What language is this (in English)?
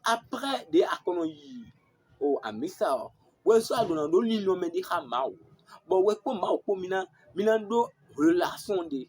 Fon